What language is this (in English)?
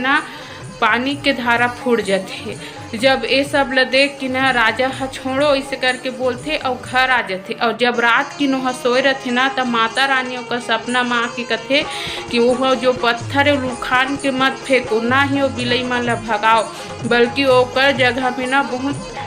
Chhattisgarhi